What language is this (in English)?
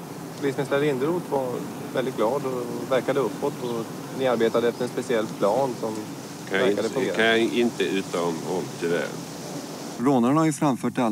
Swedish